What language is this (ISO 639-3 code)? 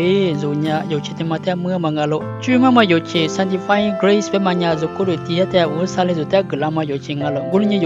lis